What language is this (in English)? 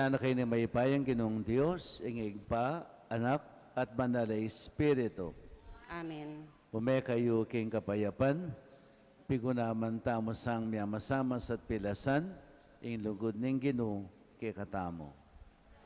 Pampanga